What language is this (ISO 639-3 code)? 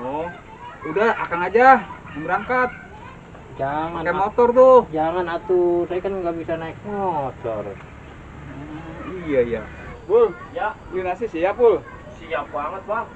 bew